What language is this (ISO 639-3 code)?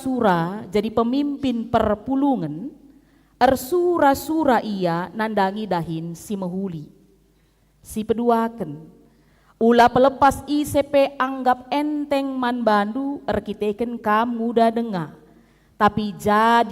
btx